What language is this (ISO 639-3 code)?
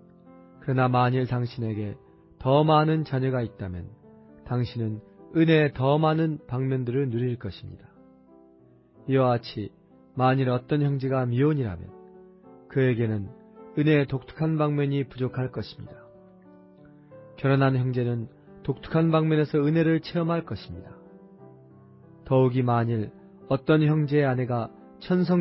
kor